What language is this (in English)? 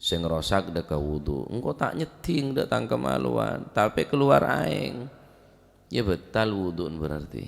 Madurese